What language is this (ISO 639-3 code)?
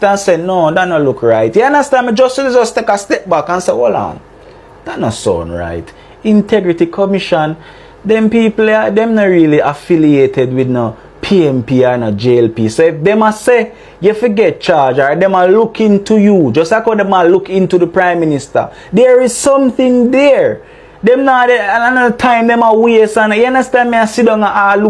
jam